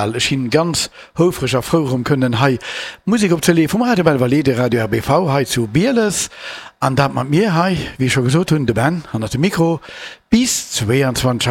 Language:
Luxembourgish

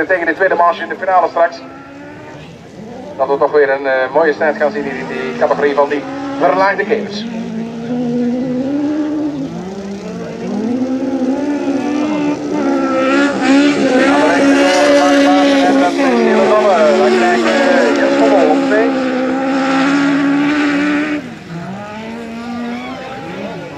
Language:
Dutch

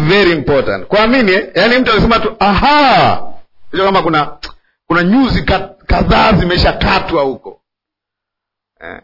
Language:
Swahili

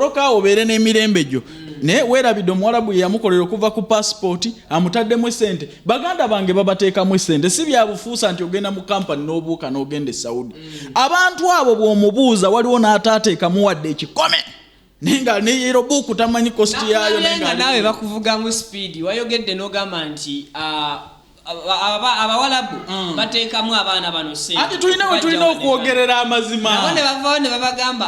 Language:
Ganda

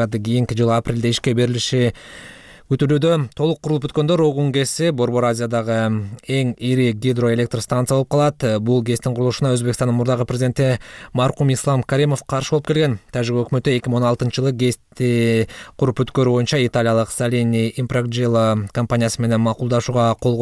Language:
Kyrgyz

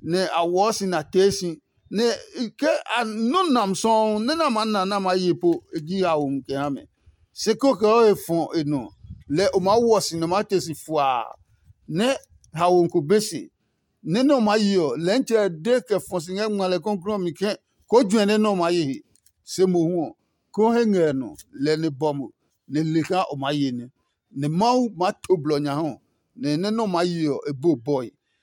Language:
Adangme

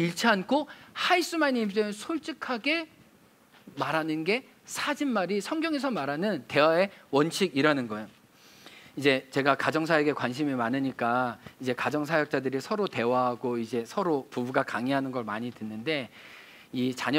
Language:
Korean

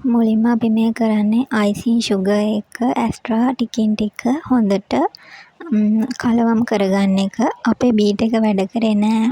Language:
Sinhala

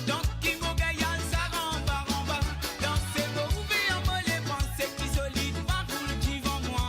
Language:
Morisyen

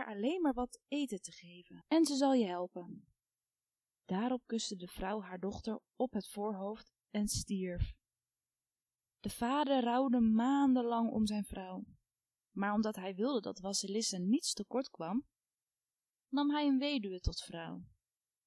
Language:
Dutch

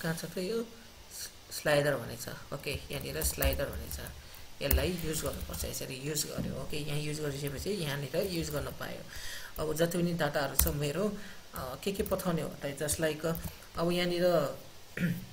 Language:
Nepali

